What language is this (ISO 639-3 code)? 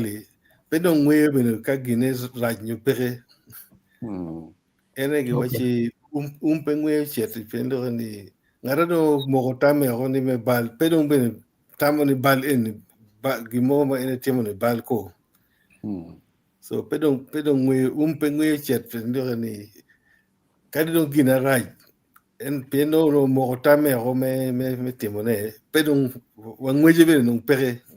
ach